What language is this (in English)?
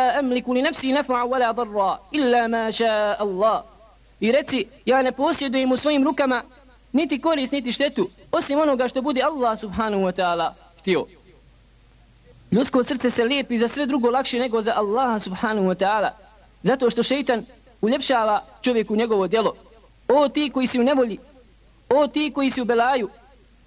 Bosnian